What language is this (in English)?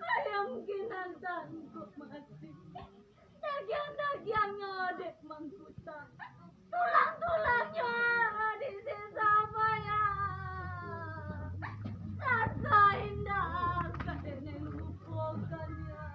Minangkabau